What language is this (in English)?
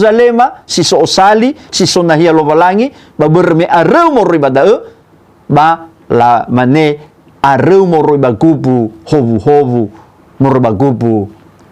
Nias